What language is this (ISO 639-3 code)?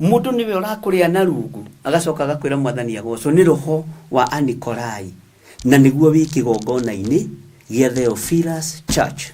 kik